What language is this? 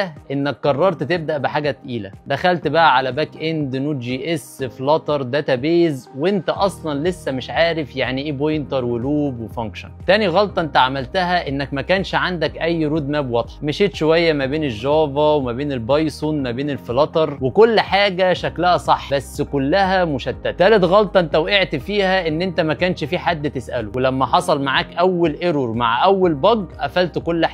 Egyptian Arabic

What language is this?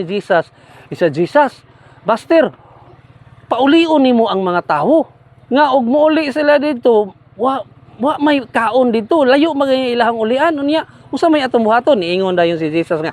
Cebuano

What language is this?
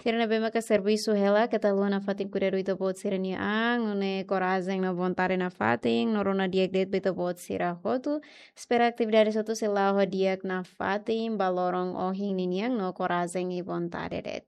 Tetum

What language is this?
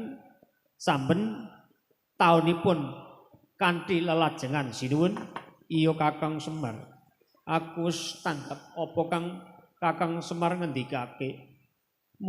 Javanese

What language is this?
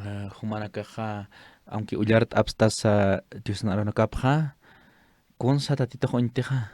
Aymara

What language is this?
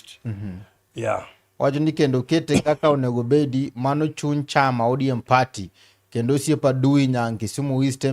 Luo (Kenya and Tanzania)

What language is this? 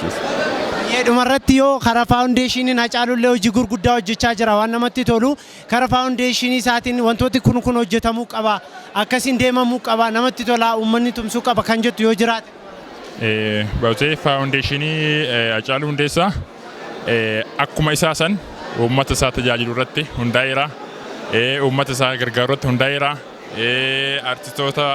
Oromo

